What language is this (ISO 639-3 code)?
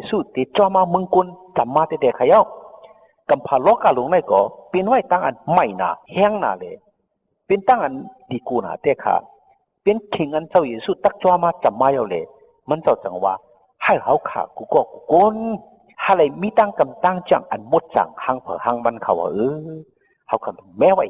shn